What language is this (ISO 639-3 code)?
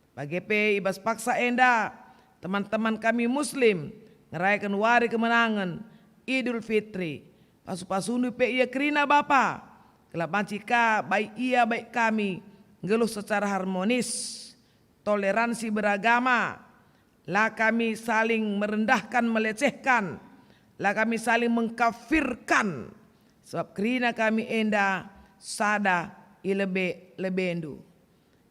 btx